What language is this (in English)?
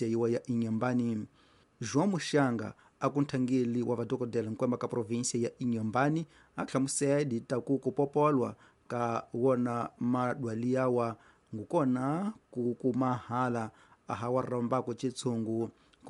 Tsonga